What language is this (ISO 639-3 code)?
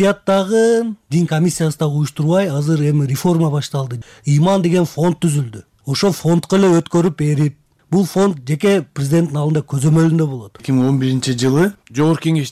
kir